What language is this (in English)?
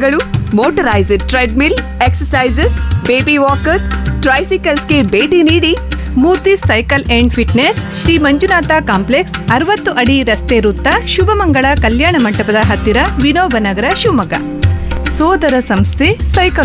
Kannada